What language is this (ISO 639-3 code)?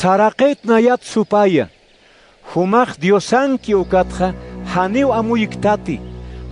aym